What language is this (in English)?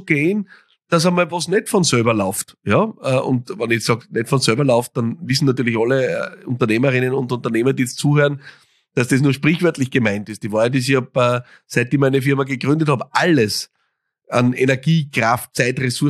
German